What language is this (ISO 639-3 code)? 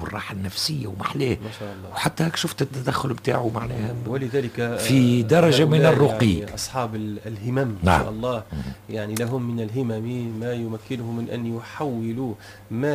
aeb